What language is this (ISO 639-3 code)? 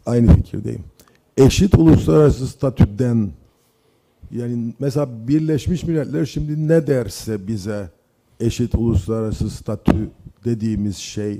tur